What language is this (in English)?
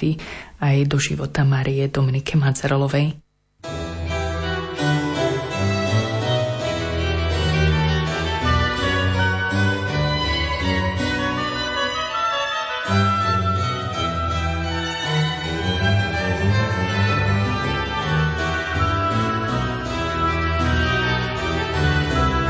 Slovak